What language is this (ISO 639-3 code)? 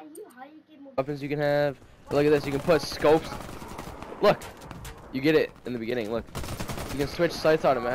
eng